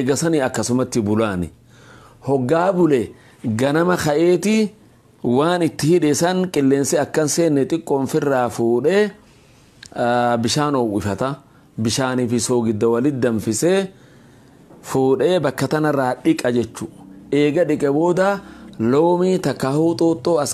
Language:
Oromo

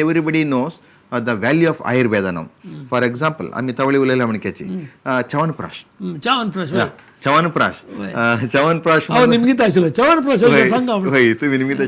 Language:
Konkani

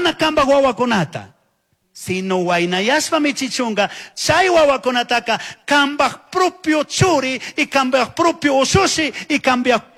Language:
Chimborazo Highland Quichua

